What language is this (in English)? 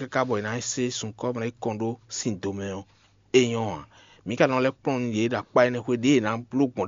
Fon